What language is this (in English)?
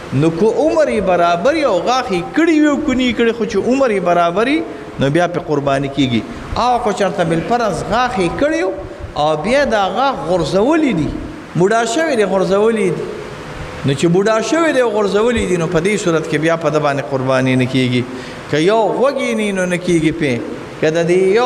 Pashto